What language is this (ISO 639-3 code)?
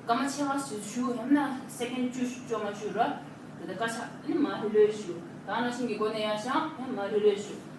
bod